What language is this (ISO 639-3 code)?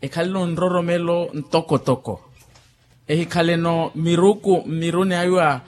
vmw